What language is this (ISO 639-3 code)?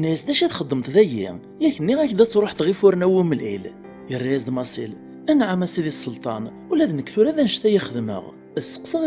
kab